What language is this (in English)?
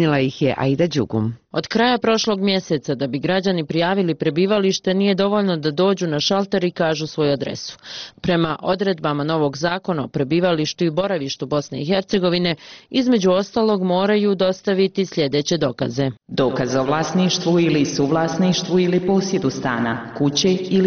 Bosnian